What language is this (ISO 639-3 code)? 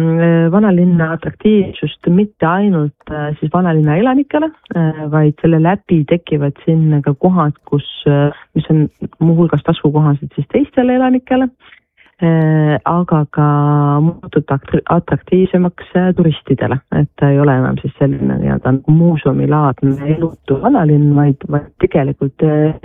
est